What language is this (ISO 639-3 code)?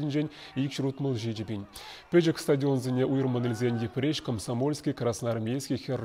chv